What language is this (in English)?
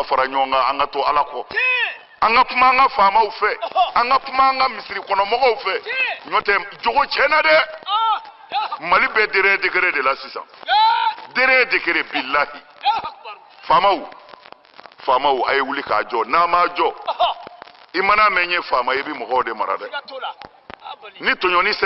Bambara